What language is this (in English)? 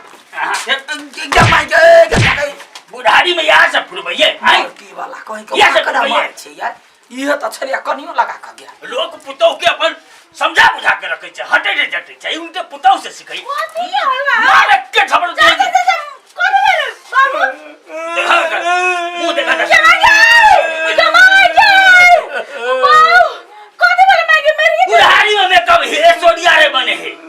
Maithili